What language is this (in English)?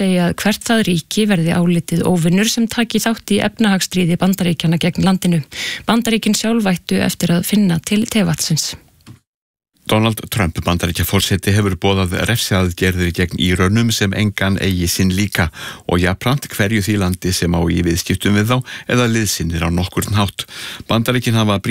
Icelandic